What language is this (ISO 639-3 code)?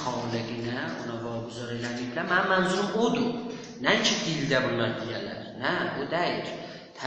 azb